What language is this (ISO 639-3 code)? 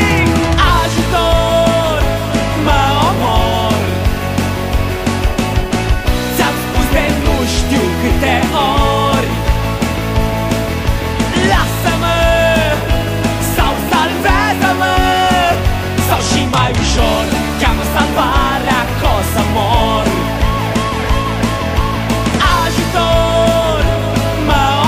ron